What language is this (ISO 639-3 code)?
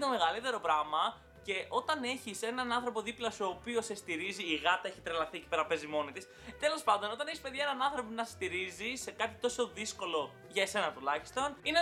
ell